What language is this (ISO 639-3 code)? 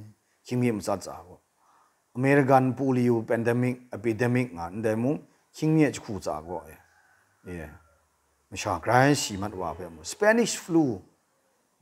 kac